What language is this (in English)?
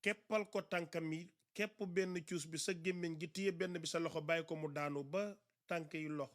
Wolof